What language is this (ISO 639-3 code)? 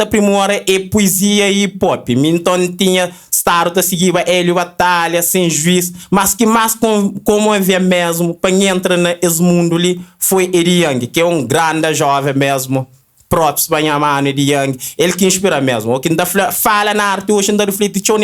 kea